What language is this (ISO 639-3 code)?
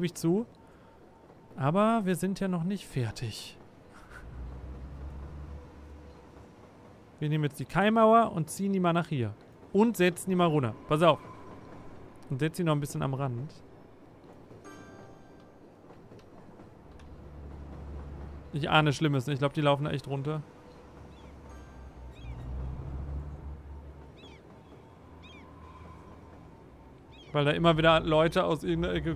deu